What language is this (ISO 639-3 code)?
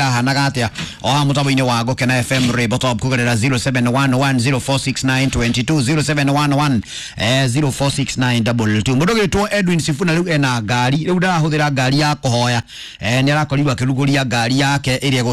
kik